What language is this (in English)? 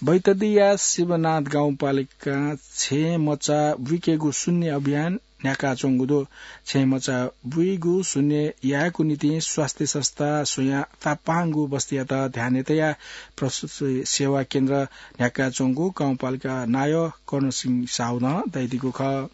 Newari